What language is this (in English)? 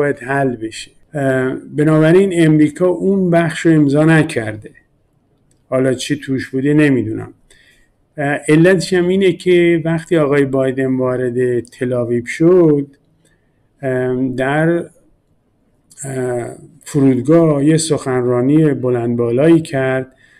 Persian